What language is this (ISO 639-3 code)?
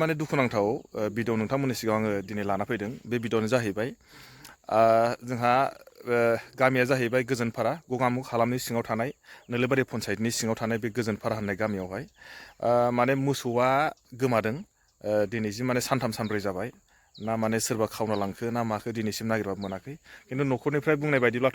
brx